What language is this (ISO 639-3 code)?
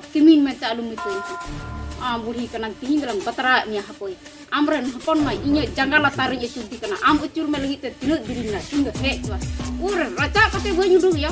sat